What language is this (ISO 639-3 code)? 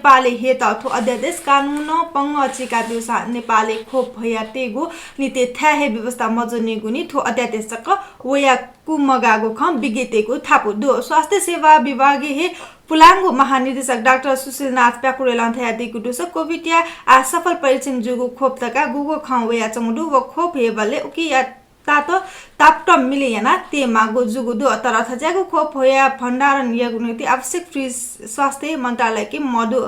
new